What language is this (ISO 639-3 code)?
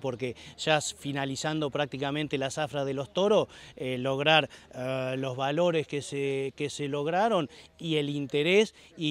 spa